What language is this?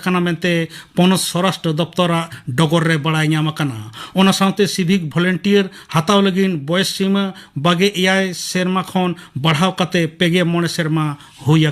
Santali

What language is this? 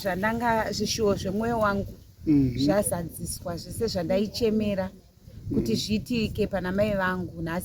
Shona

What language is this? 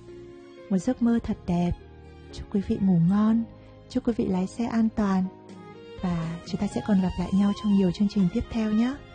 Vietnamese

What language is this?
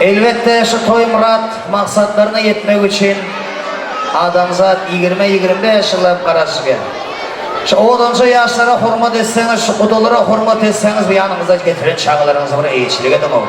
Turkmen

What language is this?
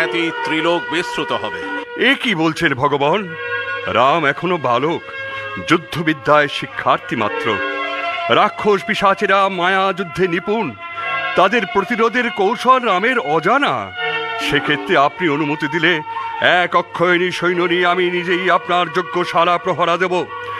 Bangla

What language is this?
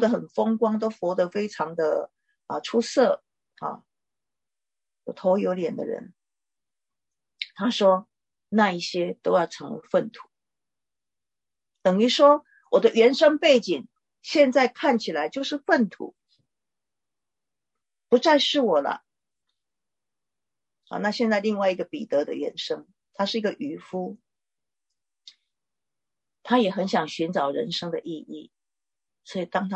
Chinese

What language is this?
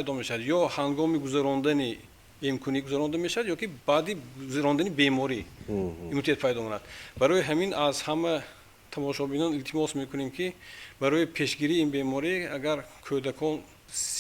Tajik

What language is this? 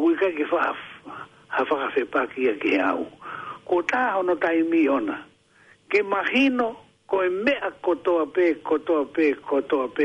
Tongan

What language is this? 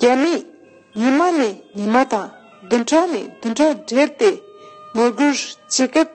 Tibetan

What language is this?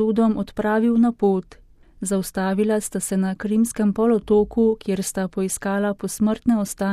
Slovenian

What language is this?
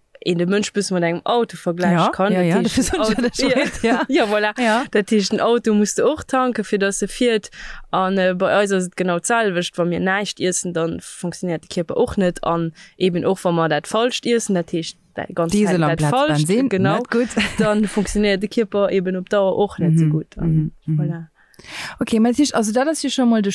Luxembourgish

